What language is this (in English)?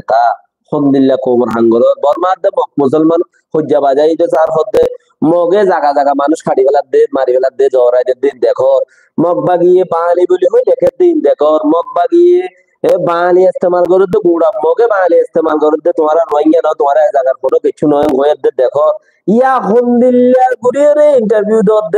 Rohingya